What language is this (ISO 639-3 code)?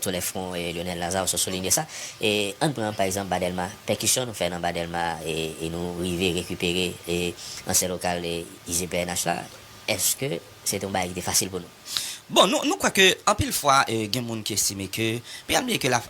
hat